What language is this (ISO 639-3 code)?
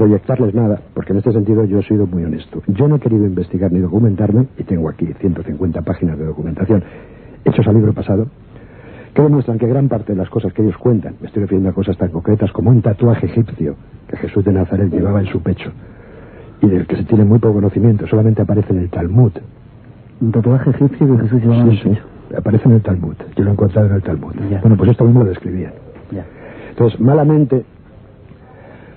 spa